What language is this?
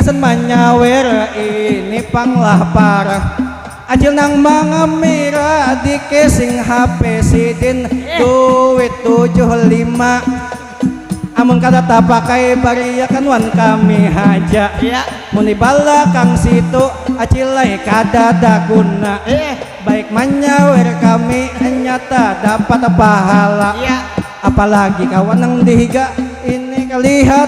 Banjar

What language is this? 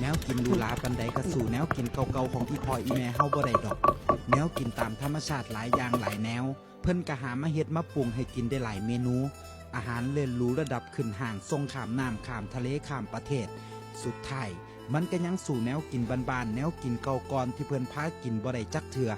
Northeastern Thai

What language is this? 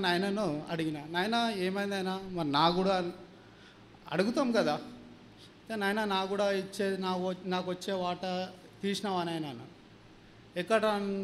Telugu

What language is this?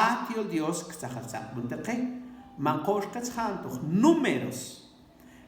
Mam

